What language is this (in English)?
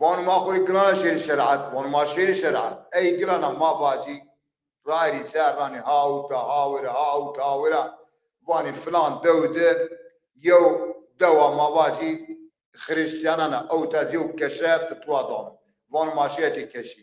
Zaza